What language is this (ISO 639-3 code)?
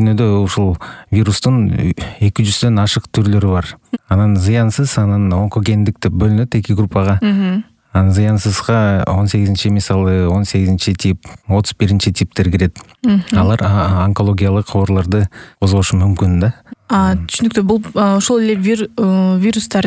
kir